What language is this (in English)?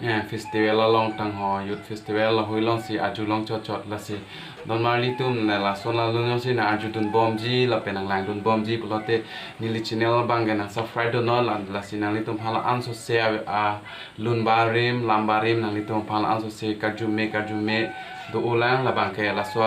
Karbi